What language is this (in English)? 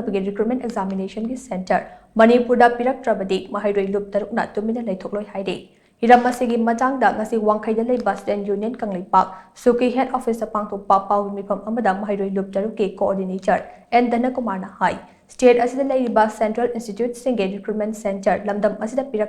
Manipuri